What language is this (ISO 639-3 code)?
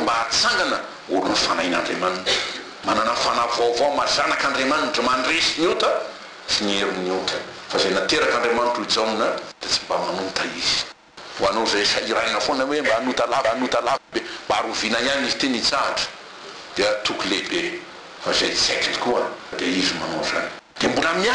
mlg